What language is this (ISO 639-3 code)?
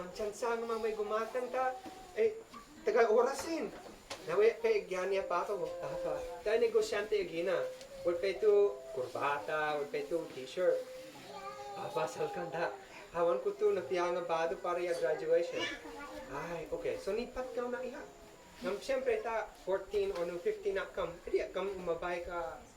isd